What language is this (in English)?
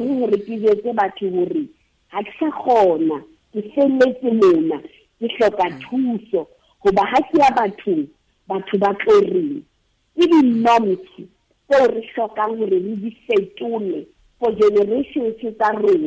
Southern Sotho